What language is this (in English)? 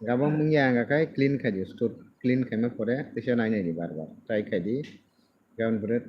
Kok Borok